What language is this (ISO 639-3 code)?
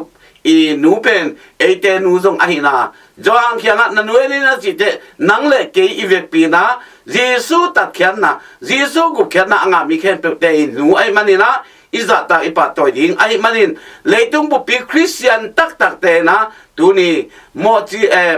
ctd